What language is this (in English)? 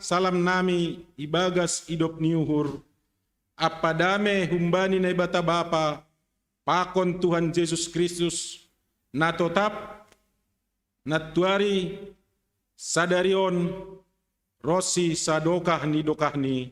Batak Simalungun